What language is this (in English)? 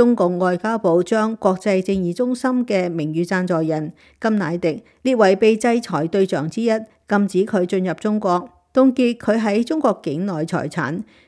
Cantonese